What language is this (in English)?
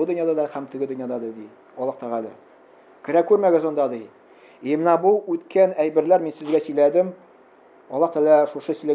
Tatar